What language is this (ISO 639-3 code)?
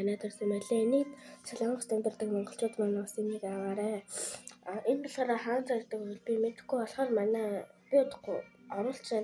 mon